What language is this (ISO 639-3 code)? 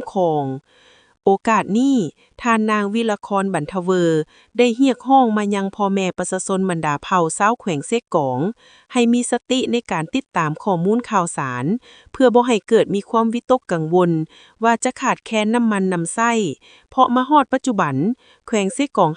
lao